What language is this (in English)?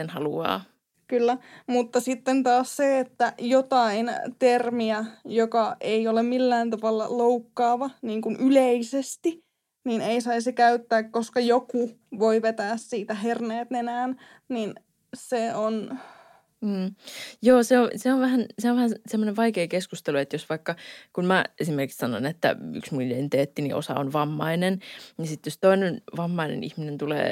Finnish